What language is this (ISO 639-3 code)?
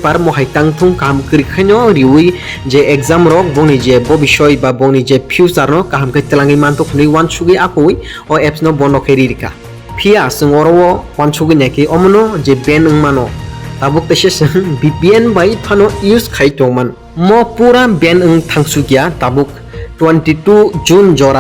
trp